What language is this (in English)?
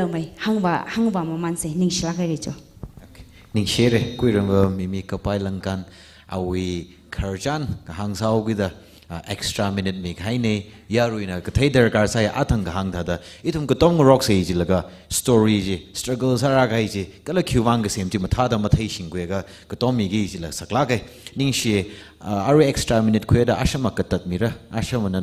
Tangkhul Naga (India)